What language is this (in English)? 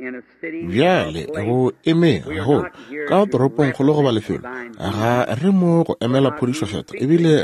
Northern Sotho